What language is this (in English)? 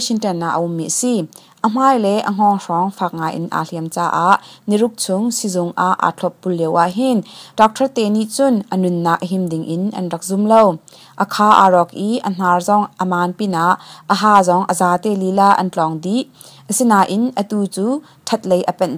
Hakha Chin